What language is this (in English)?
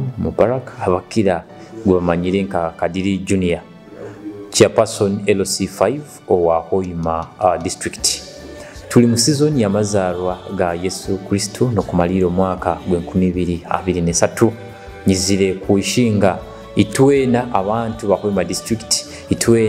Nyoro